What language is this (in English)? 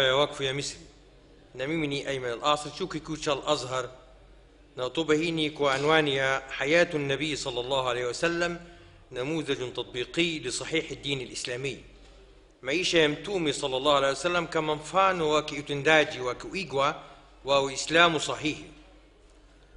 Swahili